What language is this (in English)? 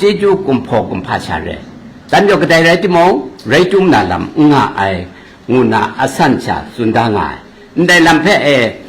Kachin